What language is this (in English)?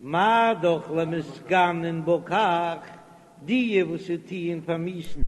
Yiddish